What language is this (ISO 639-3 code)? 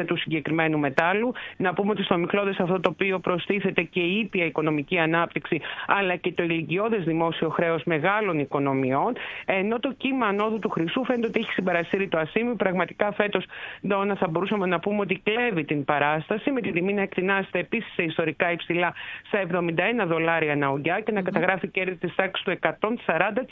ell